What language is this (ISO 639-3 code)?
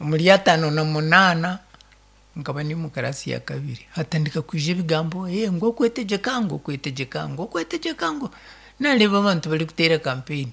nyn